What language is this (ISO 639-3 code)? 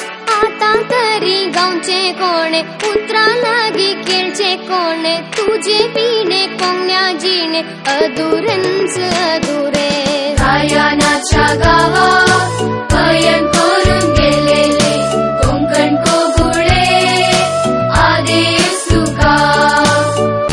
kok